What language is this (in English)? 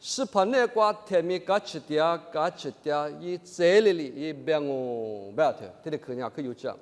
Lisu